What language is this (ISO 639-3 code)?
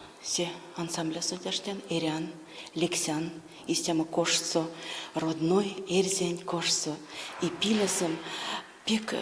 myv